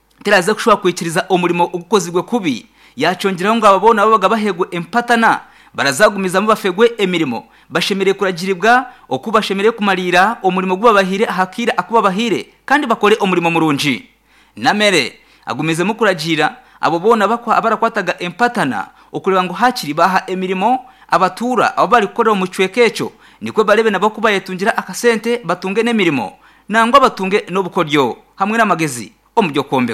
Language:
Nyankole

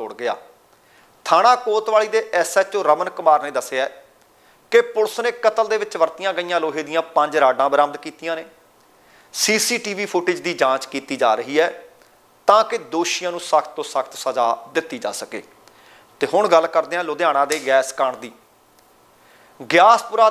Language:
Punjabi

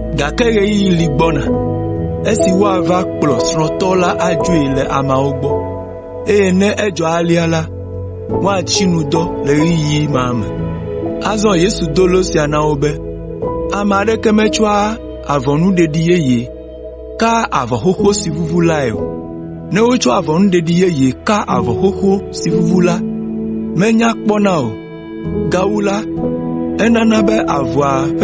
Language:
Ewe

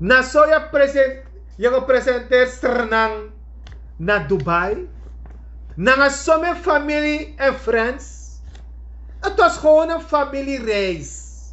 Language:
Sranan Tongo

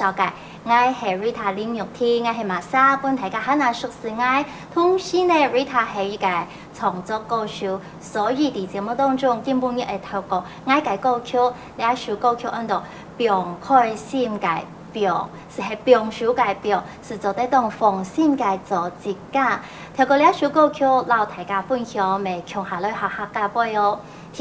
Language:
Hakka Chinese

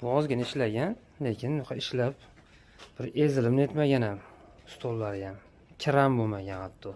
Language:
Uzbek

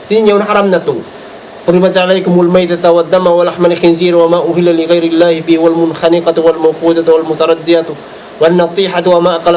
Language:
Tausug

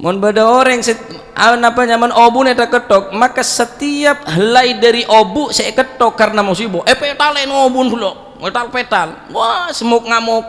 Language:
Madurese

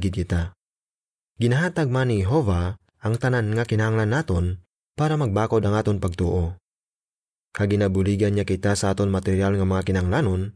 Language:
Hiligaynon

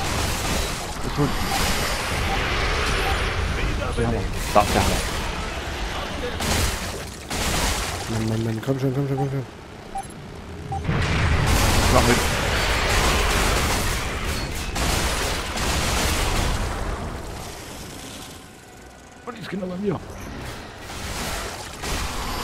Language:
German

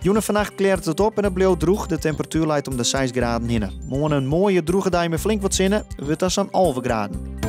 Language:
Western Frisian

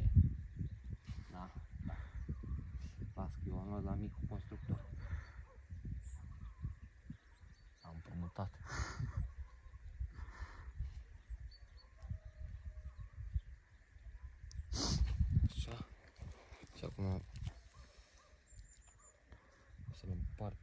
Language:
Romanian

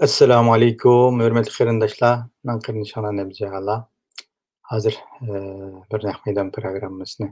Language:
Uyghur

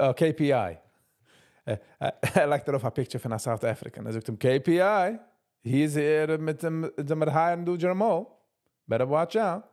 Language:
Yiddish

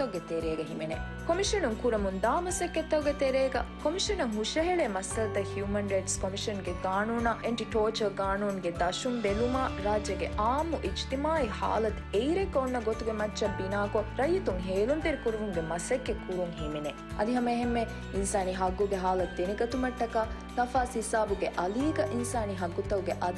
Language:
Divehi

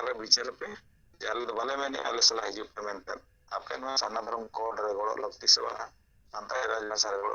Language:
Santali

